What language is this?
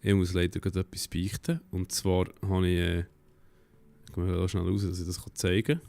Swiss German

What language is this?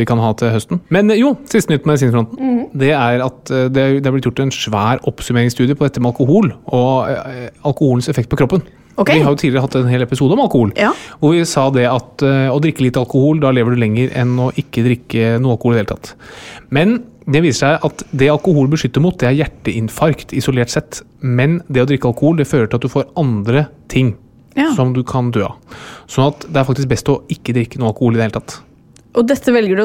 Norwegian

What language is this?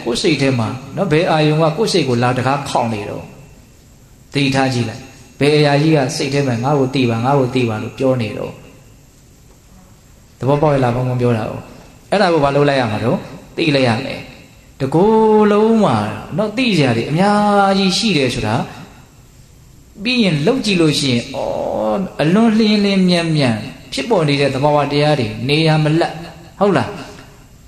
Burmese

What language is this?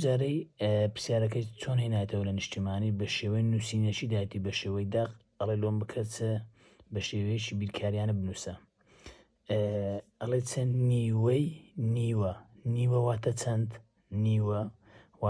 Central Kurdish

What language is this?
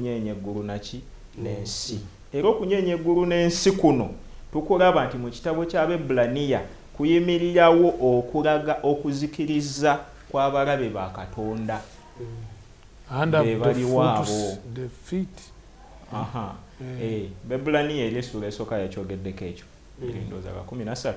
Ganda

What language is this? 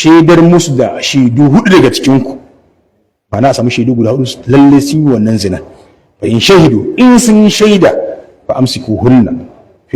Hausa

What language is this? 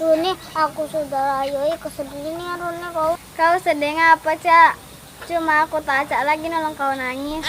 Musi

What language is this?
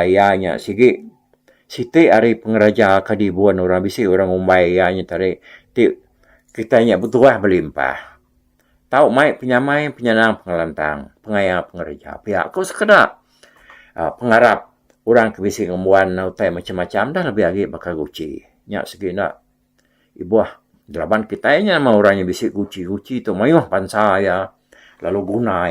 Iban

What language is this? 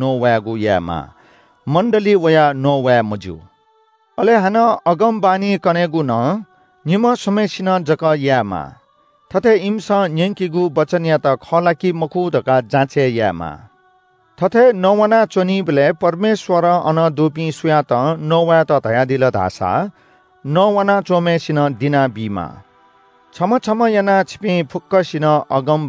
Newari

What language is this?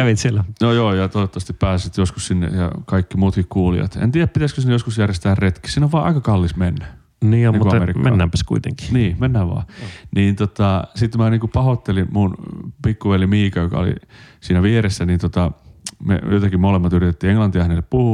Finnish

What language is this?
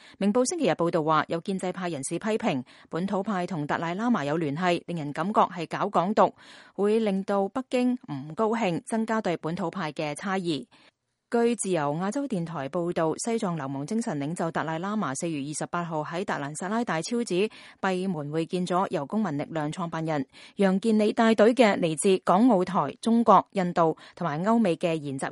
Cantonese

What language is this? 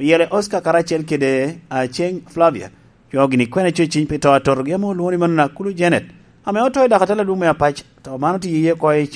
Lango (Uganda)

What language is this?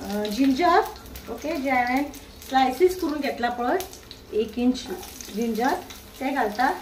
Konkani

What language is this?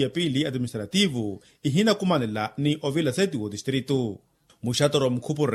Makhuwa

